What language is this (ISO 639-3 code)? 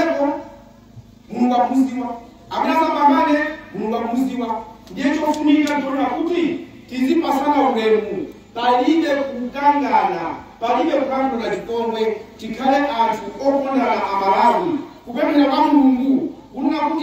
nya